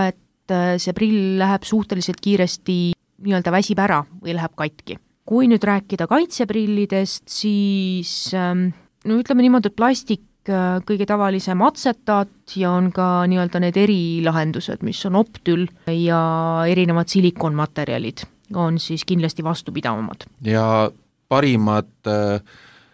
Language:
Estonian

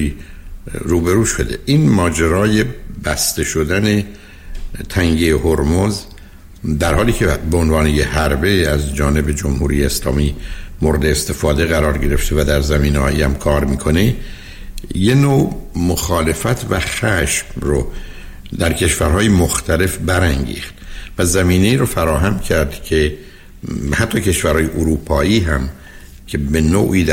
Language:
Persian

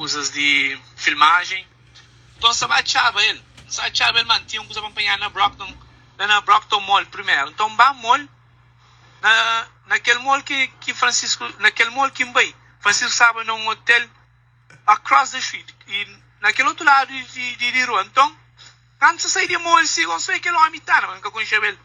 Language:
Kabuverdianu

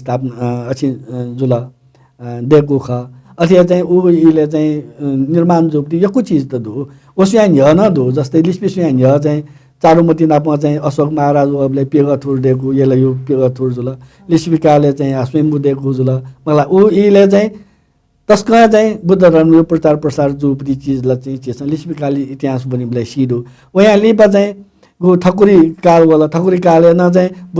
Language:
Newari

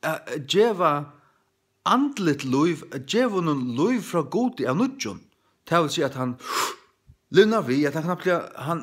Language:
Faroese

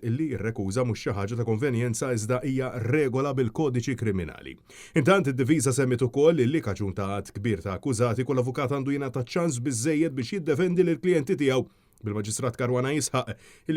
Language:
Maltese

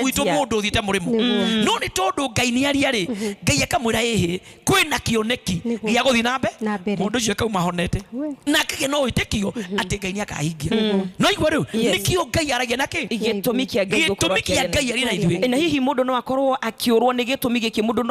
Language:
Kikuyu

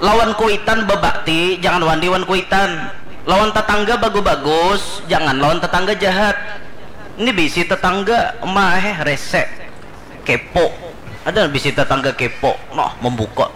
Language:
Banjar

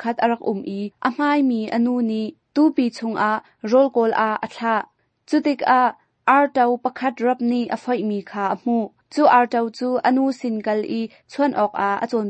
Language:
Hakha Chin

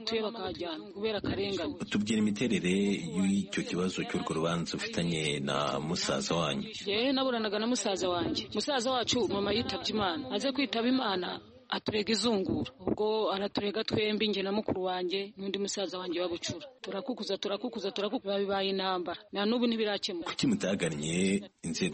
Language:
Kinyarwanda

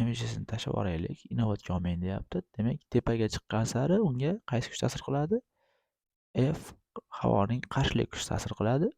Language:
Uzbek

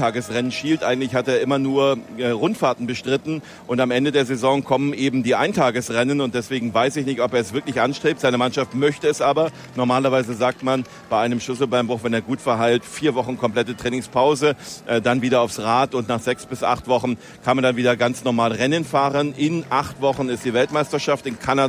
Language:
German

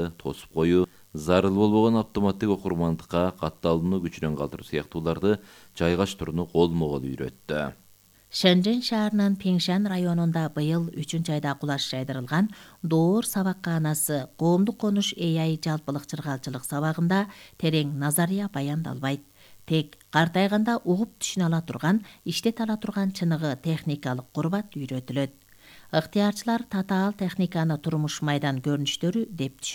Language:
Kyrgyz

